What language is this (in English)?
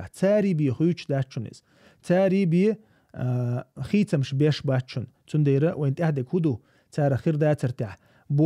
Chechen